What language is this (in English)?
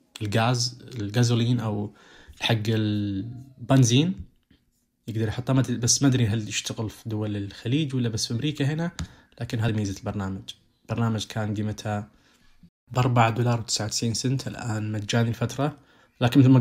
Najdi Arabic